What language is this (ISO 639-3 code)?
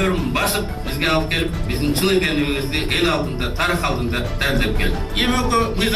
kir